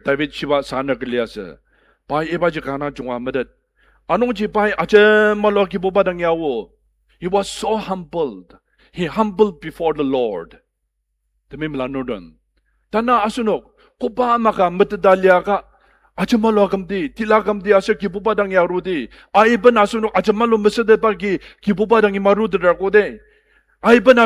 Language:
Ao Naga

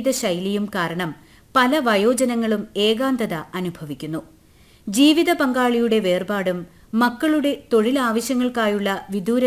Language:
Malayalam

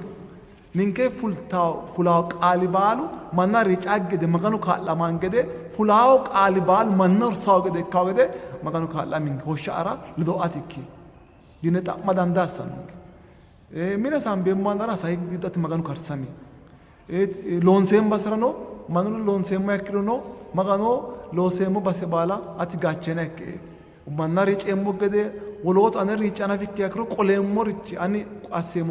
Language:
Sidamo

